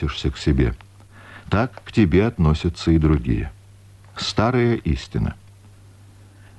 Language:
Russian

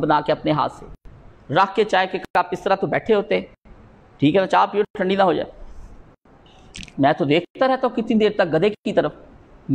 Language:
Urdu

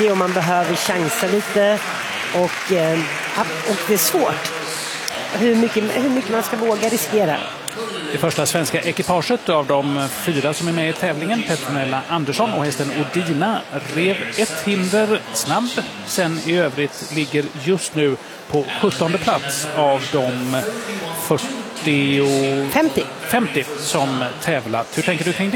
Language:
Swedish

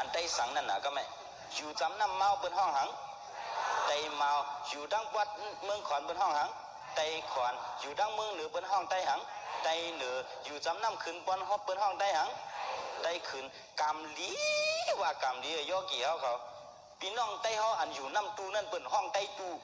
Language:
Shan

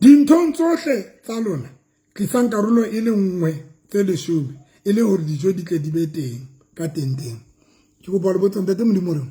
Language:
Southern Sotho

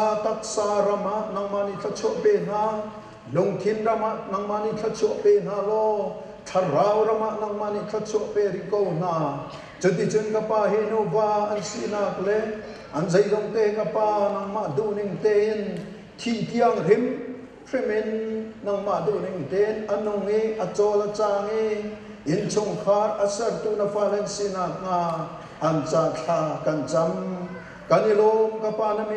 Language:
Hakha Chin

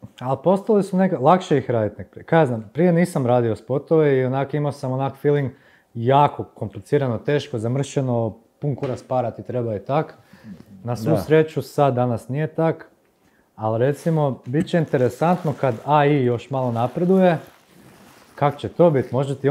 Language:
Croatian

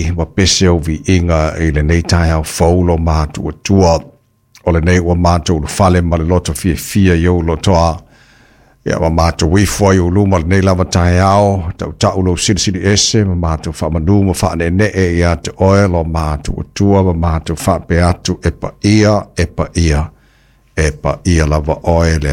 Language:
Samoan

